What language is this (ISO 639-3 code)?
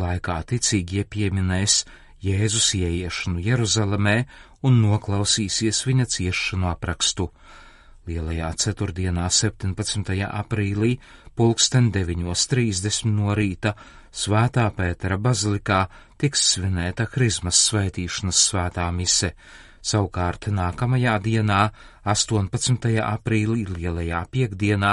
lav